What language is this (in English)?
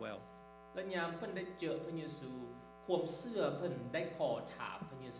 Lao